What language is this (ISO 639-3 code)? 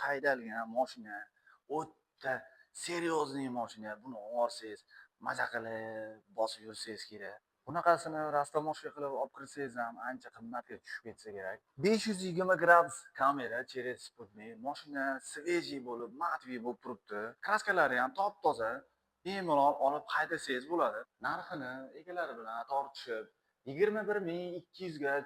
uzb